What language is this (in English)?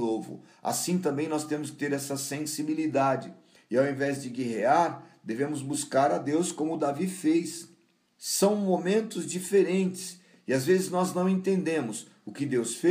Portuguese